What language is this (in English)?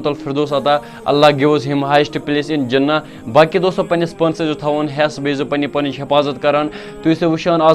Kashmiri